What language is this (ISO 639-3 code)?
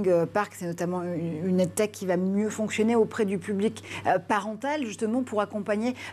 fra